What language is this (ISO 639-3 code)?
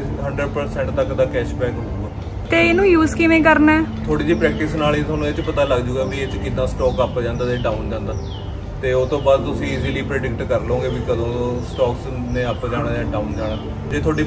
pan